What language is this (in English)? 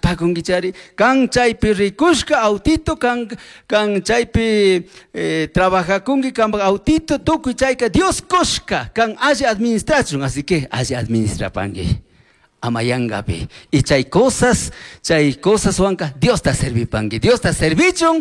Chimborazo Highland Quichua